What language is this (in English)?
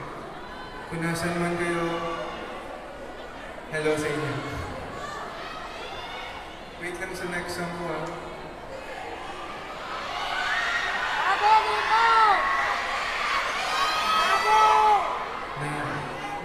Filipino